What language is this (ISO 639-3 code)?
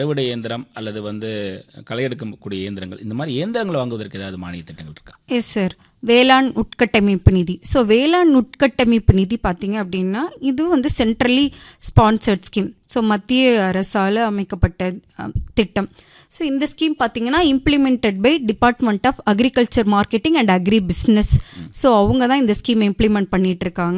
tam